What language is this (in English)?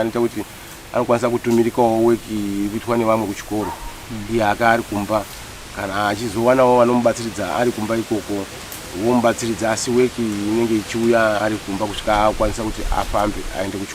Shona